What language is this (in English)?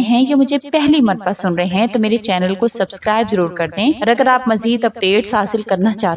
Urdu